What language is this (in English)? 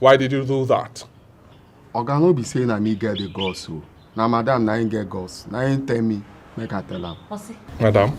Nigerian Pidgin